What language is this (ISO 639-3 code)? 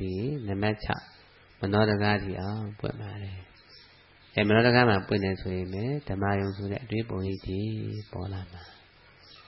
mya